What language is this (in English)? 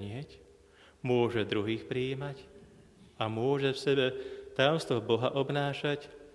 Slovak